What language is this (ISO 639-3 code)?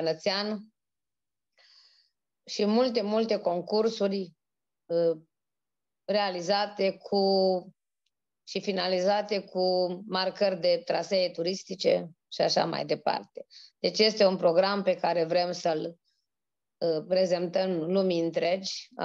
ron